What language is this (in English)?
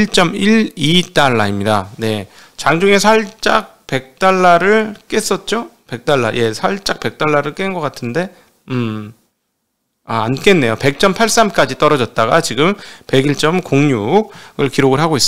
Korean